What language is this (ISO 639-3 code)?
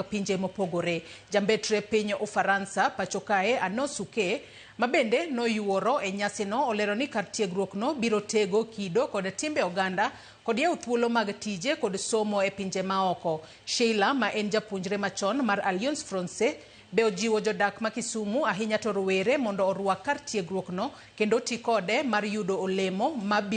luo